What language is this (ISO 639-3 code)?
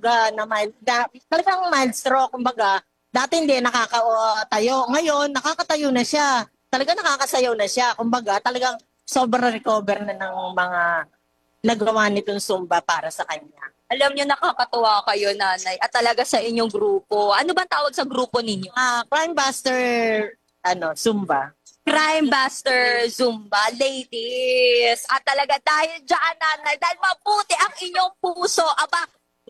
fil